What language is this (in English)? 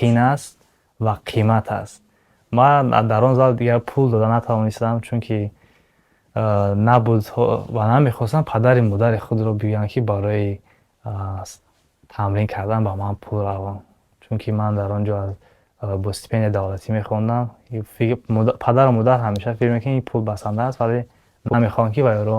Tajik